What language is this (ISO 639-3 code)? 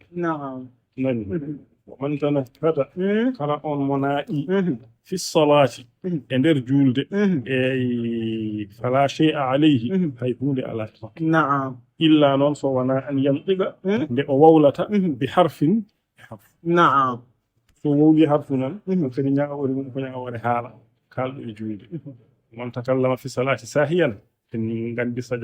ful